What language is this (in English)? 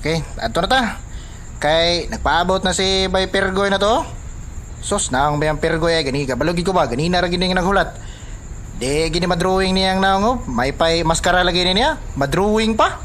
Cebuano